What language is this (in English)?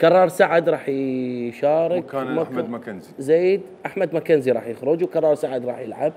Mesopotamian Arabic